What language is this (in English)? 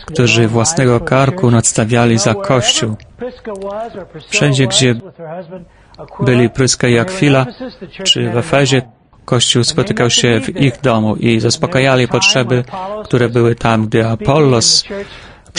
Polish